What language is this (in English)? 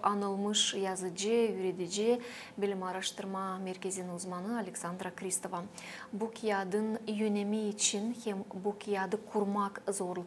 Gagauz